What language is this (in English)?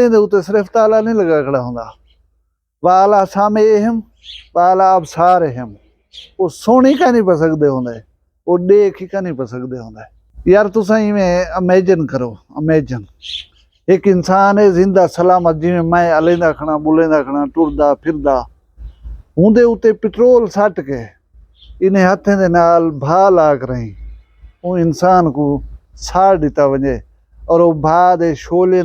Saraiki